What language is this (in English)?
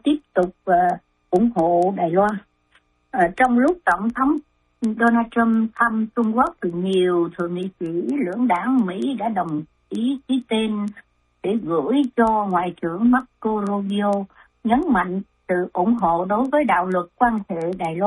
Vietnamese